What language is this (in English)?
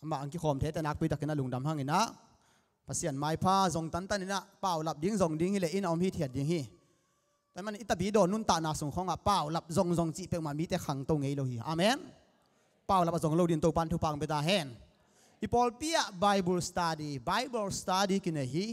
Tedim Chin